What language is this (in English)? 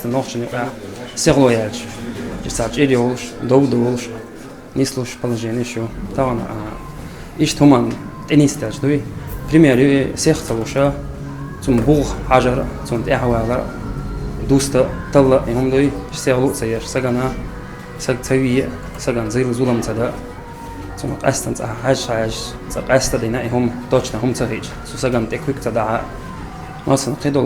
Chechen